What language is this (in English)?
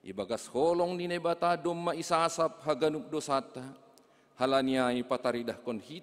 Batak Simalungun